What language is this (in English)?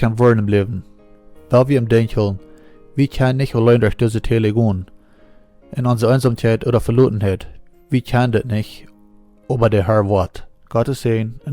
Plautdietsch